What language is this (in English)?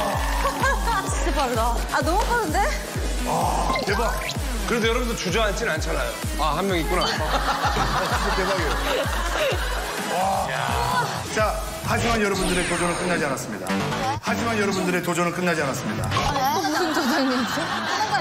Korean